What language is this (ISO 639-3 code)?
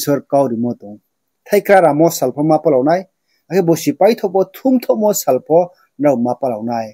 ria